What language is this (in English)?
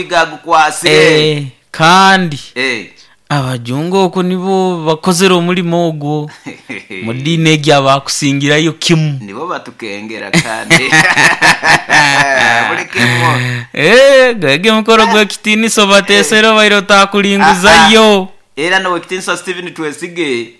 Nyoro